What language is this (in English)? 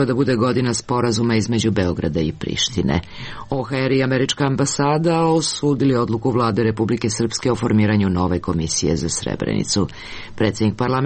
Serbian